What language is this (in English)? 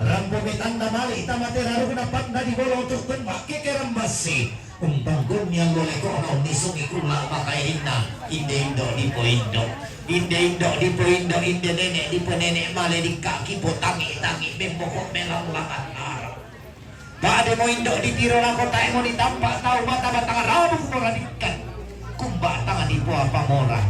Toraja-Sa'dan